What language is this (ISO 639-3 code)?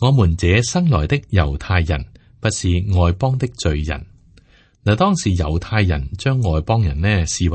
yue